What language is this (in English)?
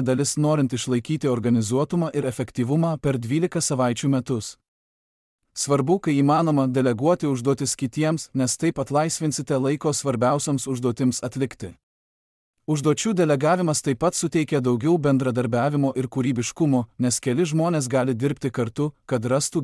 Lithuanian